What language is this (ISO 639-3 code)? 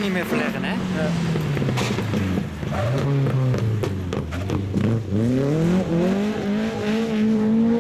nld